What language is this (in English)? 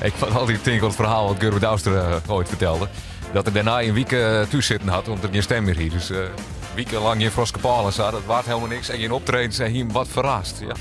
Western Frisian